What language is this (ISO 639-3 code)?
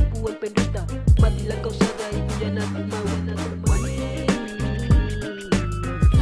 ind